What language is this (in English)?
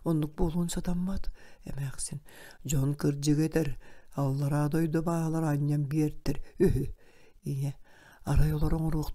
Yakut